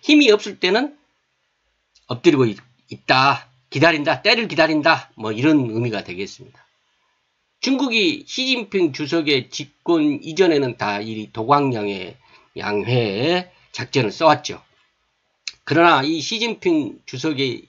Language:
Korean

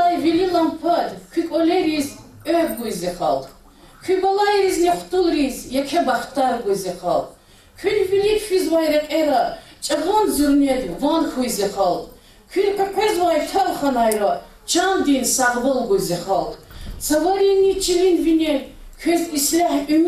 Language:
Lezghian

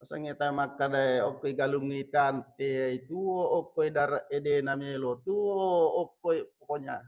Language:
Buginese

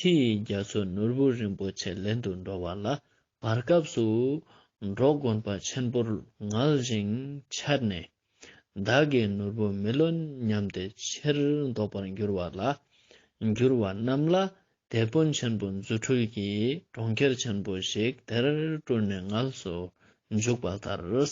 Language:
Ladakhi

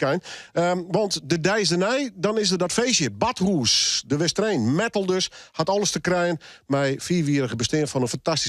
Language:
Western Frisian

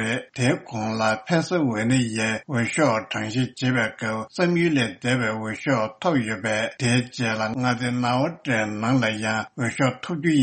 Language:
Tibetan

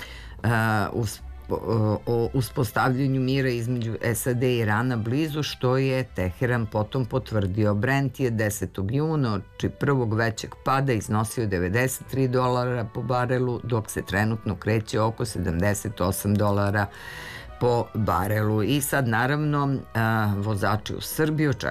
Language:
Serbian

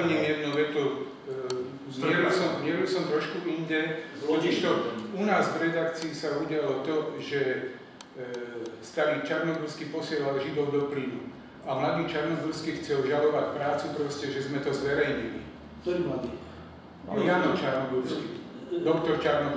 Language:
Slovak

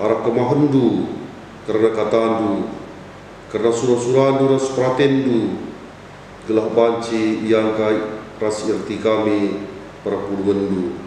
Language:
Batak Karo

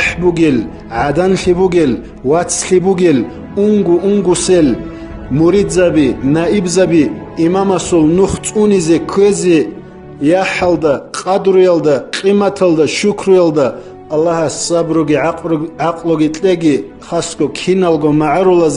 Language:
Avaric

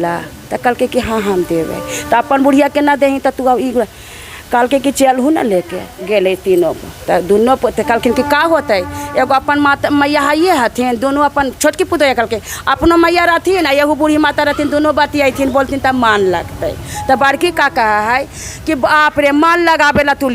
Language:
Magahi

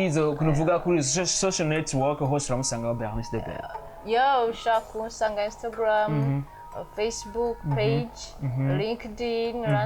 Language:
Rundi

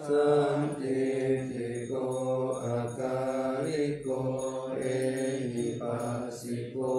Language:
Pali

